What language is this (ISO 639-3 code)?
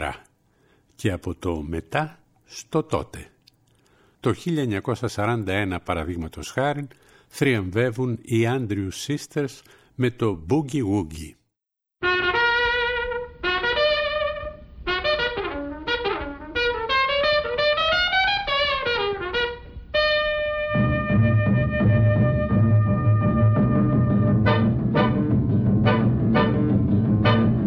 ell